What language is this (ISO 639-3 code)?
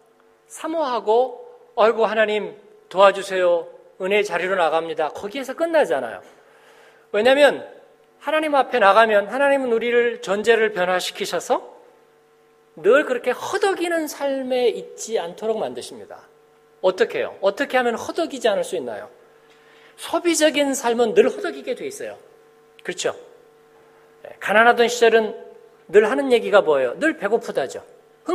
kor